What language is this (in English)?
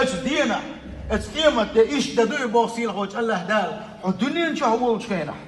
Chechen